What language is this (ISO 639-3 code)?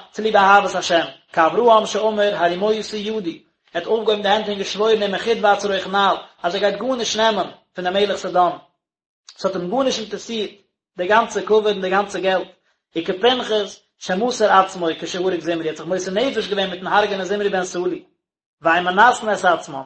yid